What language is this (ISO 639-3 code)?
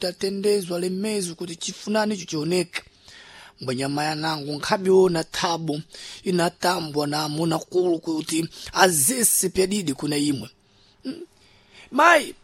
seh